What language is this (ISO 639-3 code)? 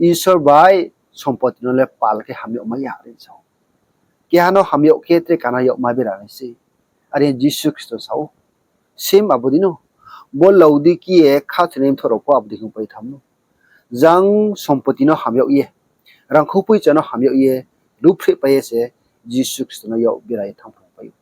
ria